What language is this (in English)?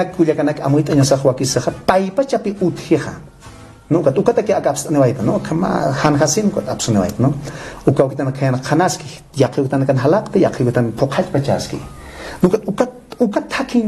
Aymara